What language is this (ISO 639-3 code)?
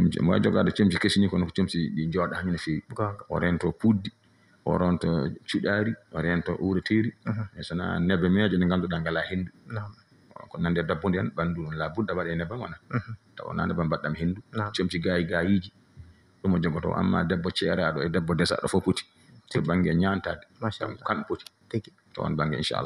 ful